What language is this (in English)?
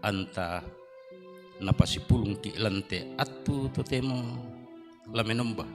Toraja-Sa'dan